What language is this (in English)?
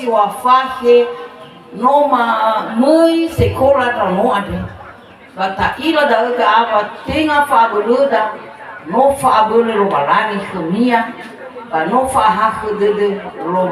Nias